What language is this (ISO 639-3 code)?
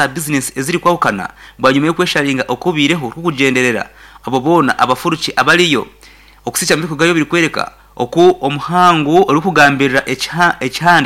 nyn